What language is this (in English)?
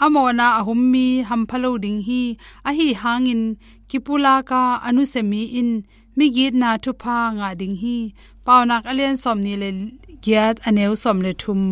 Tedim Chin